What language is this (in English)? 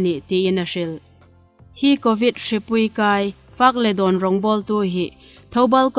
Hmar